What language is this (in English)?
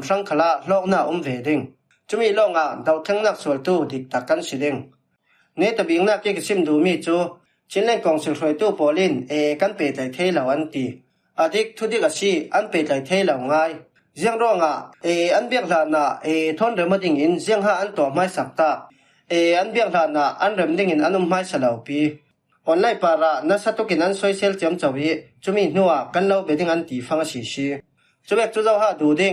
Falam Chin